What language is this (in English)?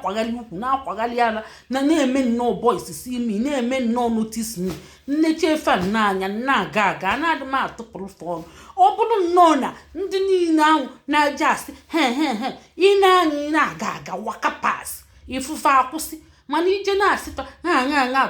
Igbo